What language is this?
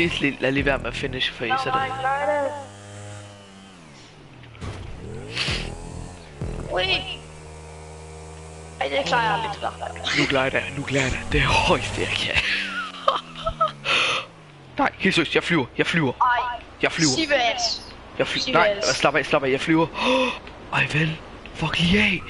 Danish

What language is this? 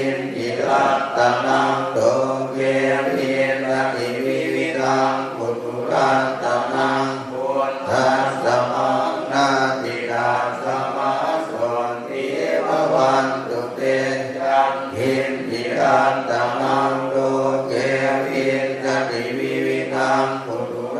Pali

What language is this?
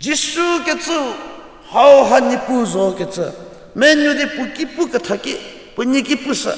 Angami Naga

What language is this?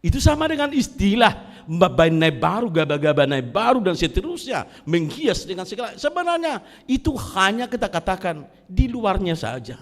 Batak Toba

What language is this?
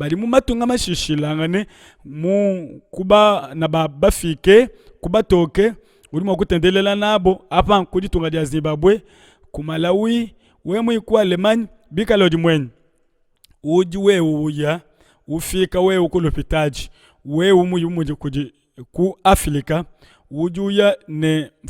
Luba-Lulua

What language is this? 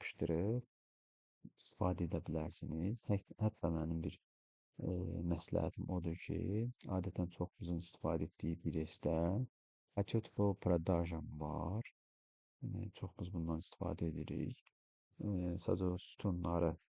Azerbaijani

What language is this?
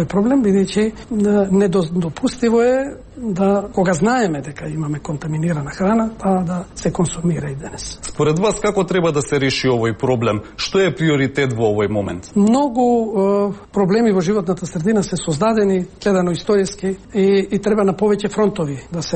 Macedonian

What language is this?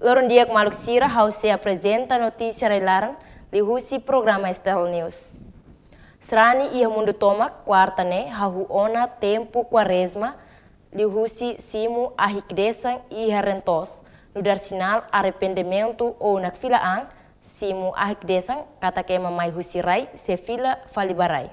Tetum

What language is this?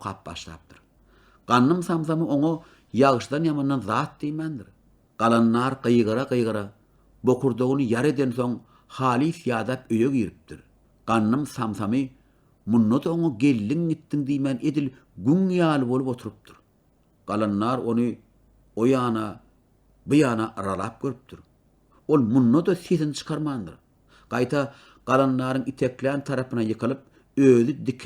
Turkmen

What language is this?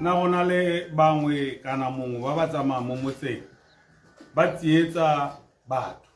Tswana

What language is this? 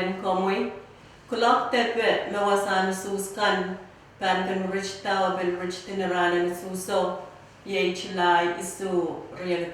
Pohnpeian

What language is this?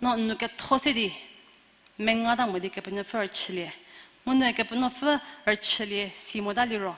Angami Naga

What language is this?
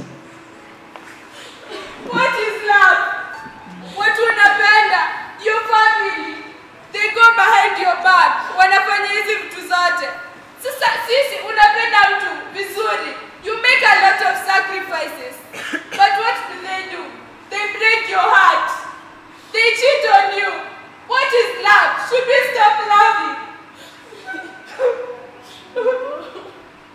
Swahili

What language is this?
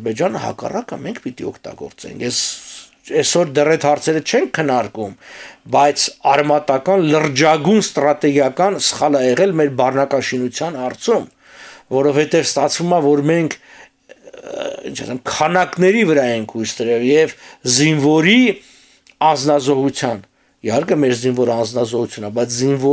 Armenian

